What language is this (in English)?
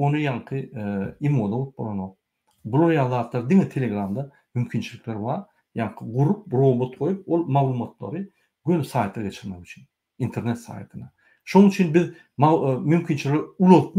Turkmen